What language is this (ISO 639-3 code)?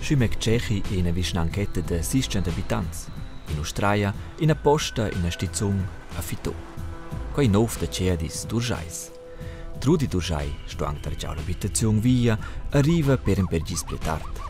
roh